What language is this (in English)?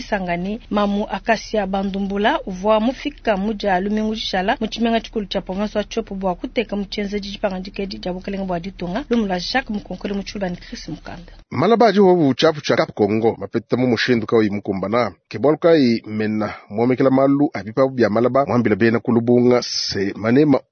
Luba-Lulua